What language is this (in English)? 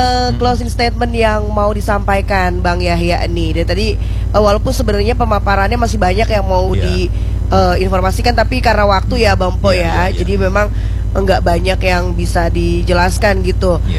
Indonesian